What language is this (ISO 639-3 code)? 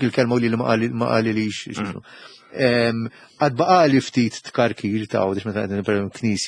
mlt